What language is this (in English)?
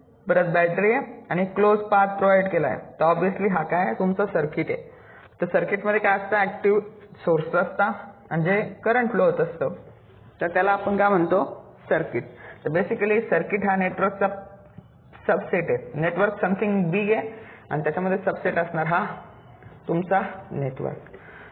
Marathi